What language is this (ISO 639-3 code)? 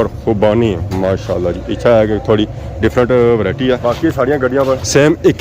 phr